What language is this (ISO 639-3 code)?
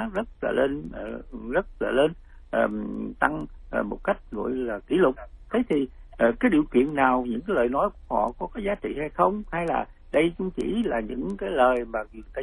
vie